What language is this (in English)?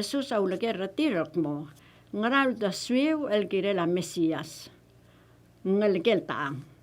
Palauan